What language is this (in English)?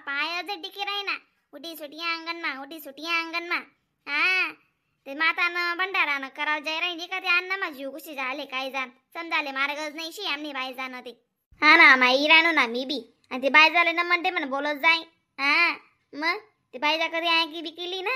Khandesi